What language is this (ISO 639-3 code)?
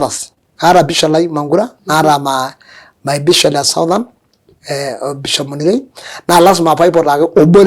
mas